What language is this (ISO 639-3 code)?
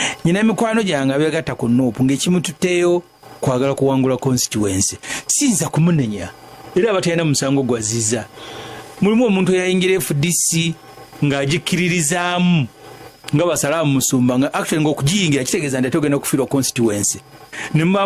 lug